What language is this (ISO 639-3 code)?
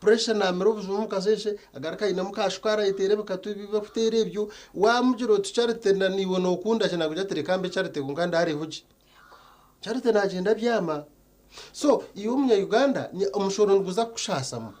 nyn